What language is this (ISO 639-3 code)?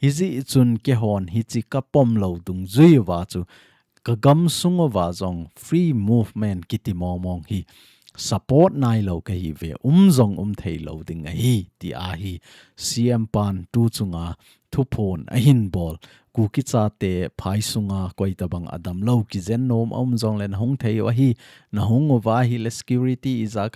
tcz